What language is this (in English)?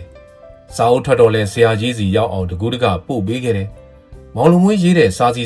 Burmese